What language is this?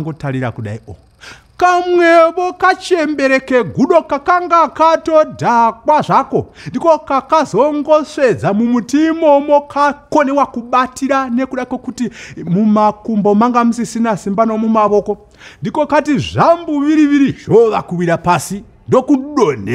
Shona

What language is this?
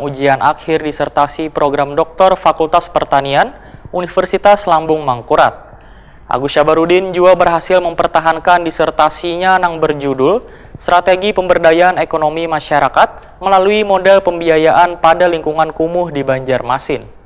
Banjar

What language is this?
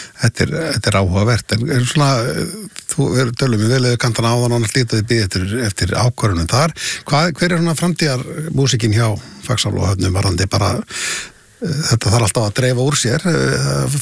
Icelandic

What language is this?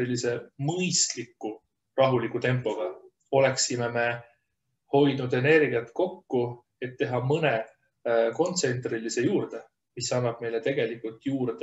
Estonian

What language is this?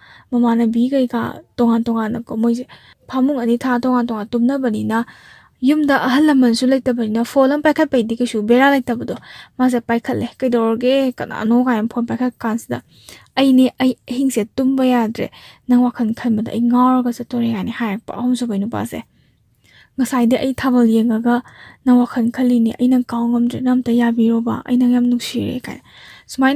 Manipuri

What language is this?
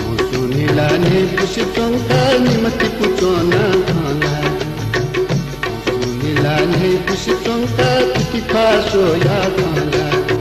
Newari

